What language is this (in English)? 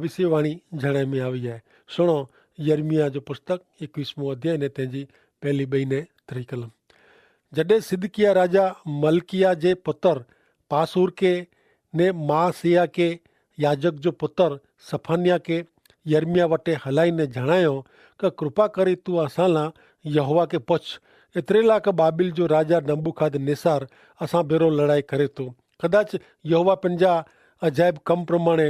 Kachhi